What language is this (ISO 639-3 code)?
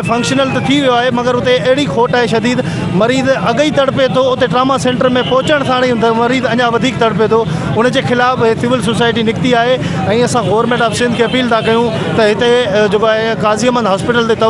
snd